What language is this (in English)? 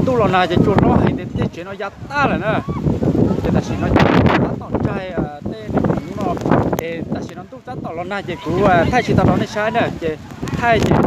Hmong